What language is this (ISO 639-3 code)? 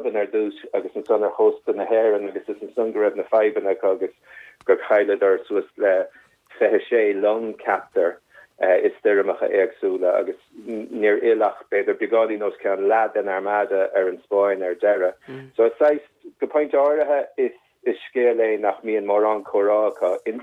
gle